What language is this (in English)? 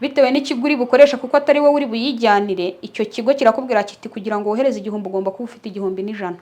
Kinyarwanda